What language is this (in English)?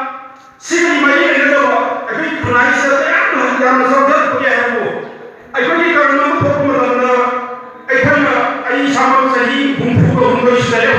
Manipuri